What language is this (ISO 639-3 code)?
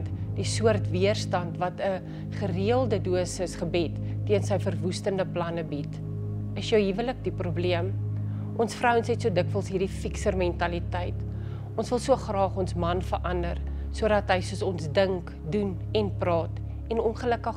afr